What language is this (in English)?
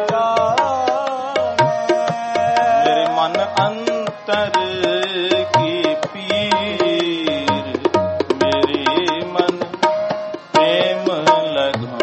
Punjabi